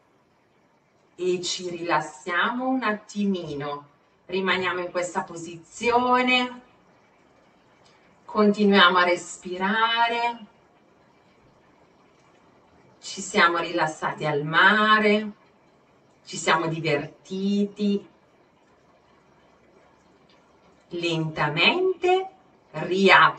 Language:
Italian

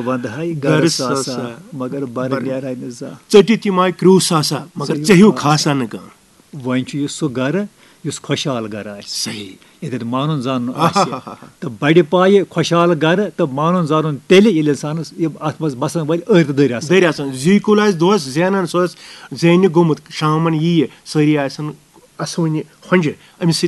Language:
Kashmiri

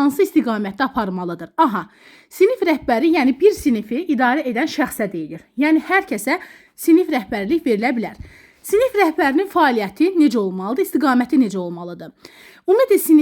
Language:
Azerbaijani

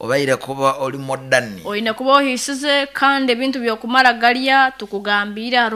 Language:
Nyankole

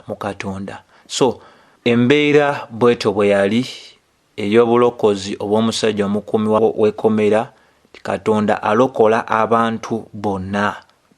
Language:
Ganda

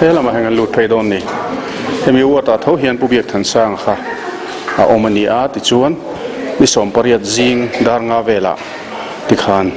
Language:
Mizo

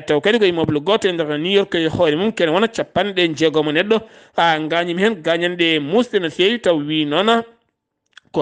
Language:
Fula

